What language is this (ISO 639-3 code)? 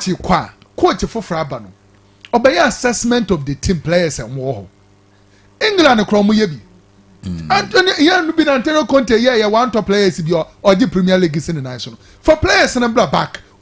aka